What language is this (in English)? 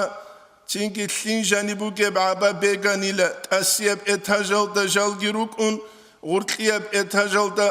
Avaric